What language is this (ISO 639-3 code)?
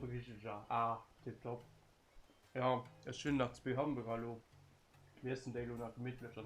ltz